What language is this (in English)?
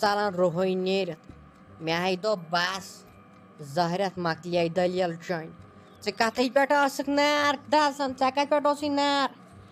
Kashmiri